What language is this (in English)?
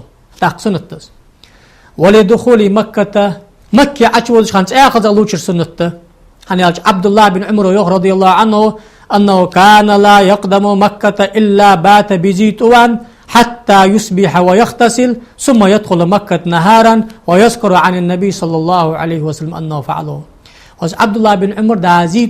Ingush